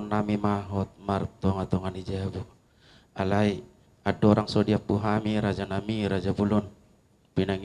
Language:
Batak Toba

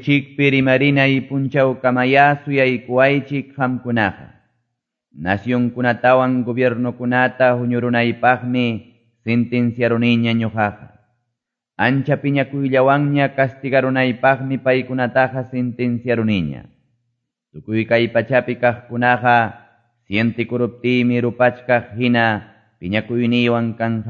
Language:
Quechua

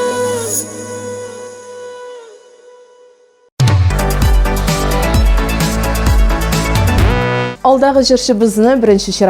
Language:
Tatar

